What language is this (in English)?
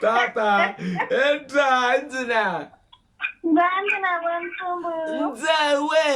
Venda